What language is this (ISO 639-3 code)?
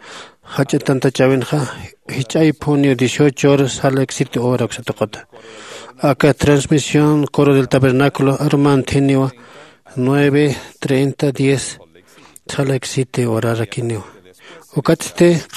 aym